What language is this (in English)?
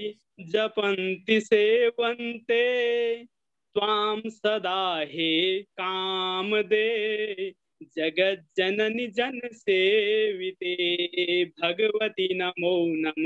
Sanskrit